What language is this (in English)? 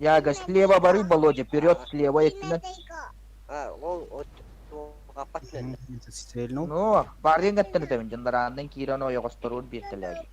Yakut